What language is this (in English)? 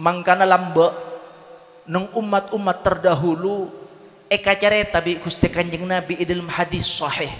Madurese